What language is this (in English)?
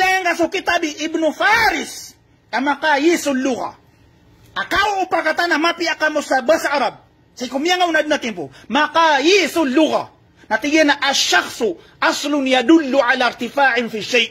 Maranao